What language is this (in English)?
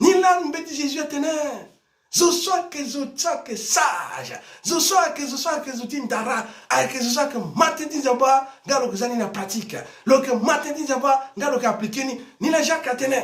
Sango